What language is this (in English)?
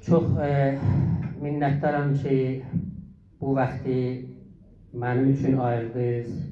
South Azerbaijani